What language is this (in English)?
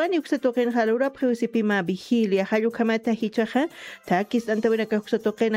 Aymara